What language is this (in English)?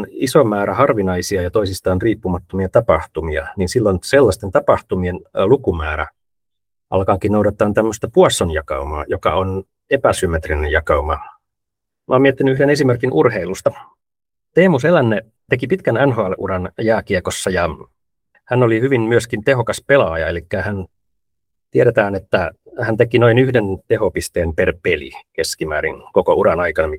Finnish